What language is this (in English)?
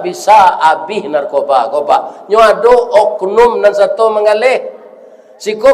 Minangkabau